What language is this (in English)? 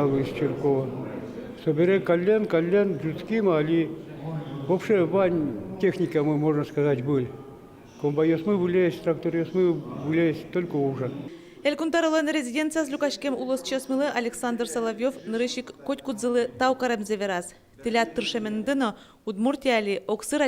Udmurt